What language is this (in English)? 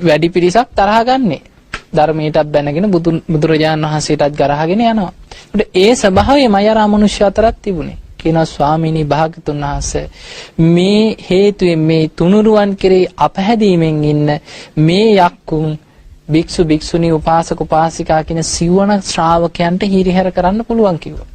Sinhala